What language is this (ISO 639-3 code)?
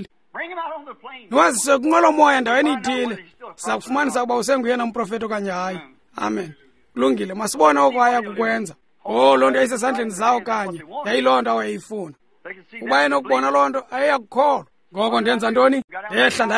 xho